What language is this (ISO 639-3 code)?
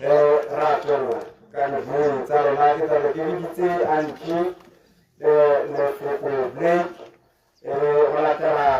tsn